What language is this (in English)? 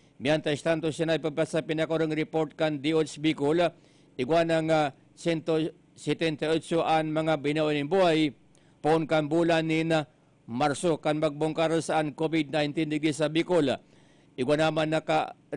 Bikol